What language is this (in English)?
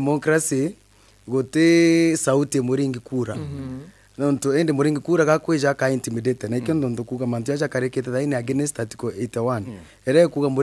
Meru